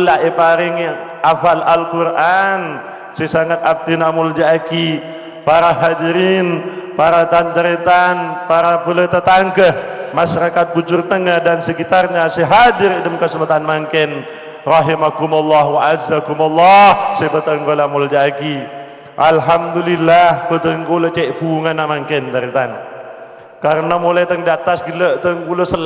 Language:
Madurese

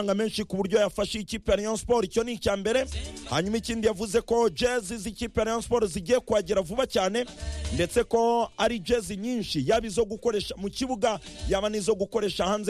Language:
Kinyarwanda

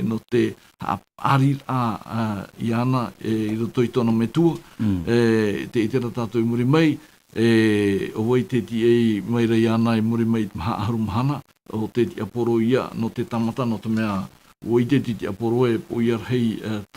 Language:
Tahitian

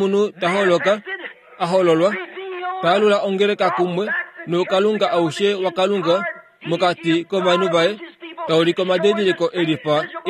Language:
Kuanyama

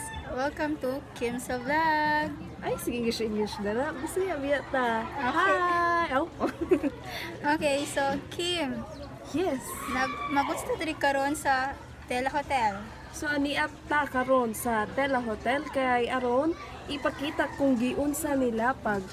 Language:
Cebuano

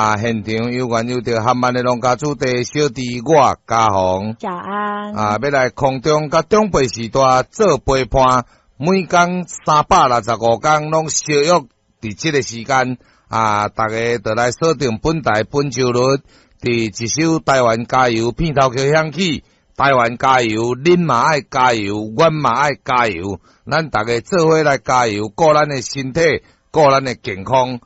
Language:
Min Nan Chinese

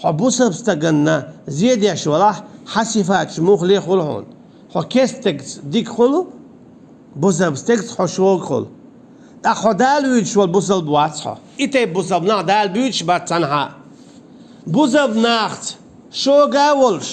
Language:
Chechen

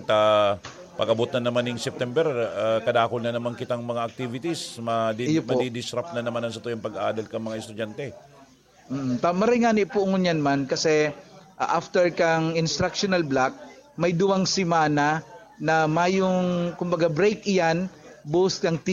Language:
Bikol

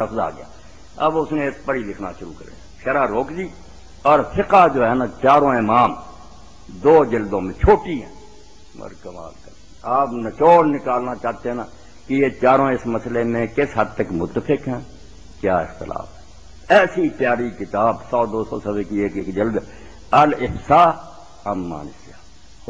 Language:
Urdu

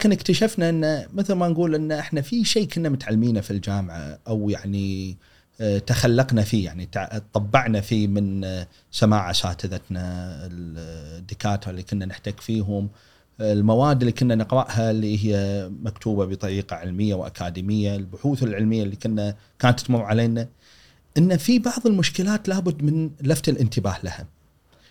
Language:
Gulf Arabic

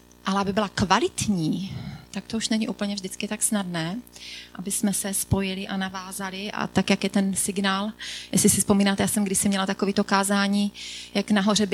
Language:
Czech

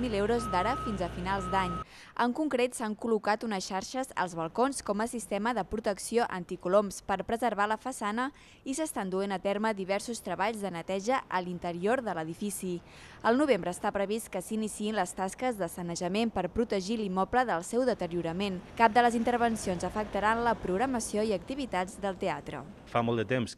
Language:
Catalan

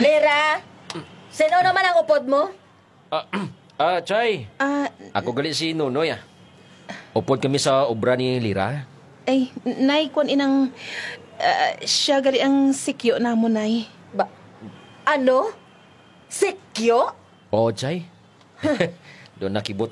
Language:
Hiligaynon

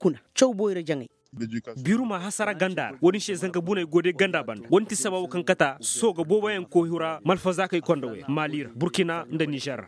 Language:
Koyraboro Senni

